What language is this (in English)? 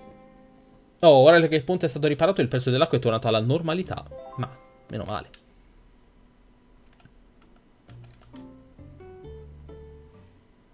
Italian